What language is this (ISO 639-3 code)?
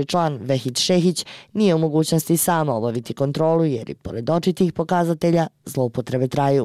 bos